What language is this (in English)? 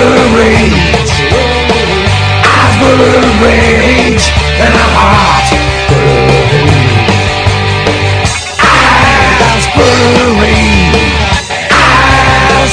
English